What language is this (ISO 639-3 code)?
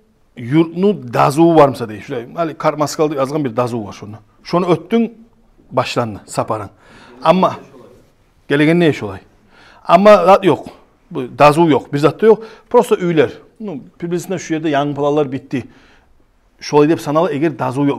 kum